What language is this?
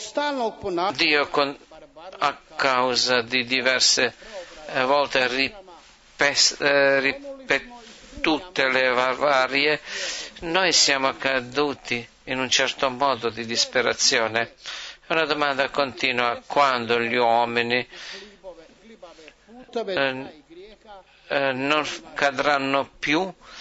Italian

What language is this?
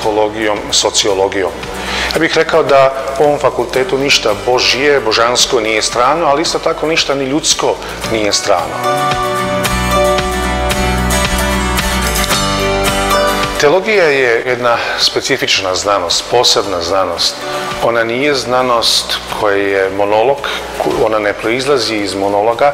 Croatian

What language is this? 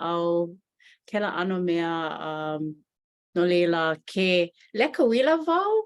Hawaiian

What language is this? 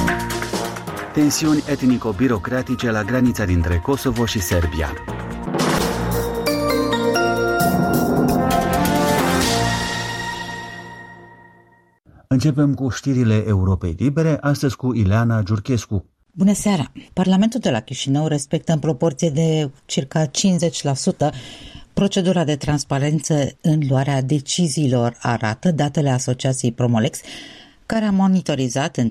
Romanian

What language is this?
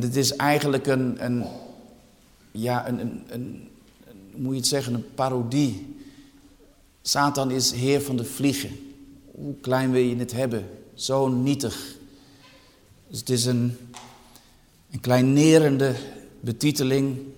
Dutch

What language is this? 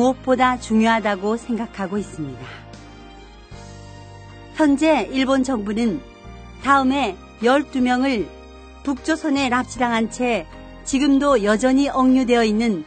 Korean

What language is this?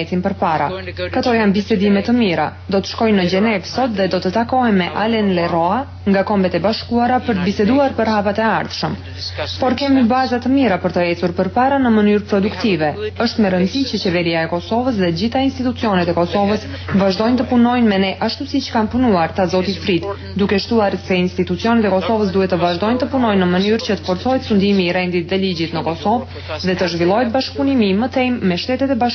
Albanian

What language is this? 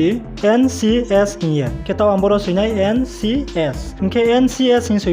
Riang (India)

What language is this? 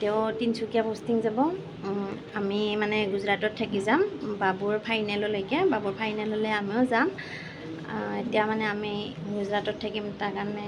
Assamese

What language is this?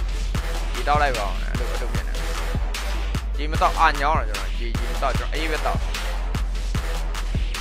Burmese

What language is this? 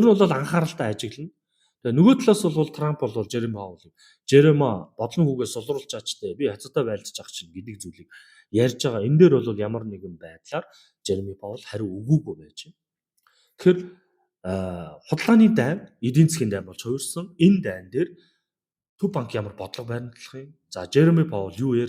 Mongolian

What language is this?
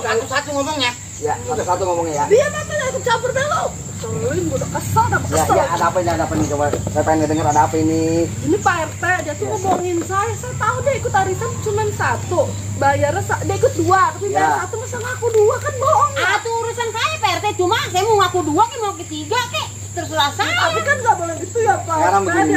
Betawi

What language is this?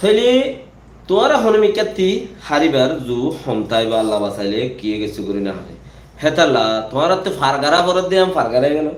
Rohingya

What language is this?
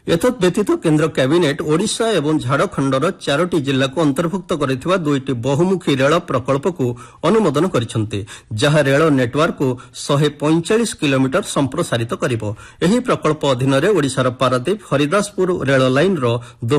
Odia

